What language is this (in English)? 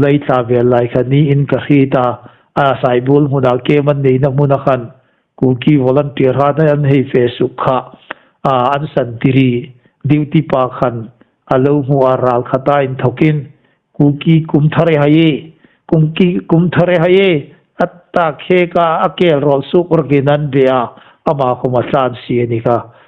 Hmar